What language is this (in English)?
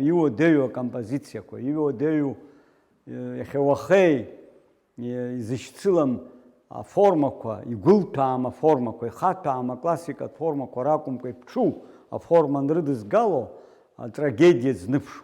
Abkhazian